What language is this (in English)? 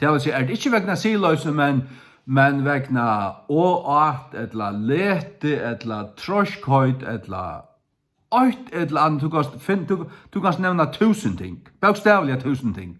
Faroese